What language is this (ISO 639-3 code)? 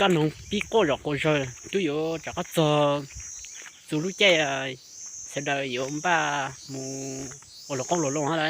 hmn